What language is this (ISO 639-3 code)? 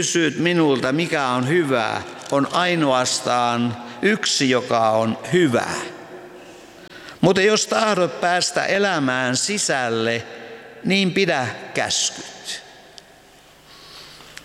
fin